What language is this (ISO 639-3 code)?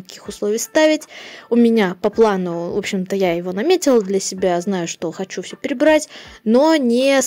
rus